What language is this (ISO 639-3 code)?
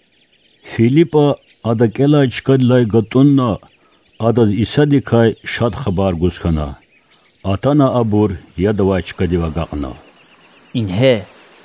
lez